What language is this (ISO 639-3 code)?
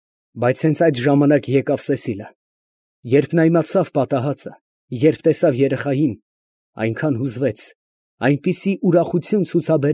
hye